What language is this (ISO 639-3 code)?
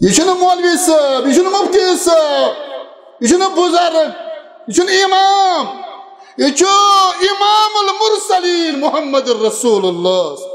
kas